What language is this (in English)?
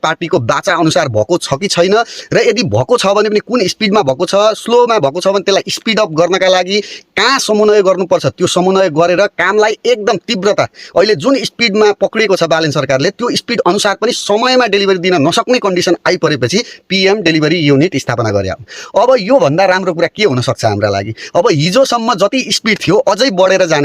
Nepali